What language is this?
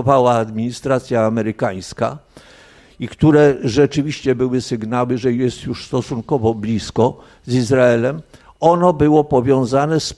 Polish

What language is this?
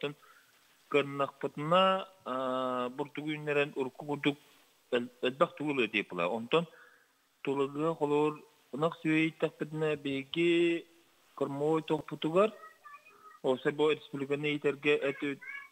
Yakut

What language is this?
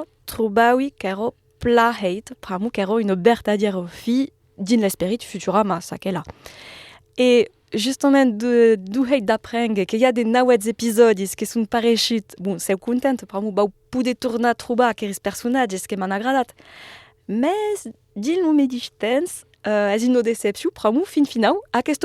Occitan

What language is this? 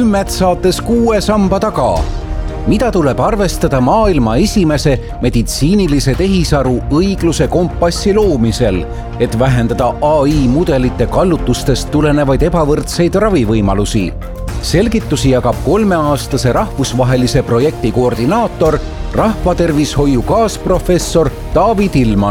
Estonian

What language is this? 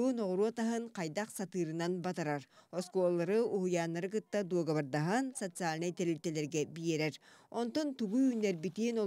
Yakut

